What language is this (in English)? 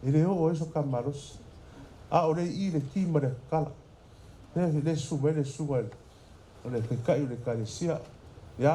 Samoan